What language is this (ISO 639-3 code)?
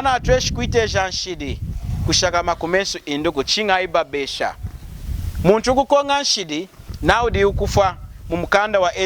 lun